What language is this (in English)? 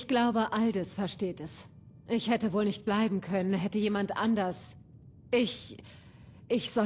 Bavarian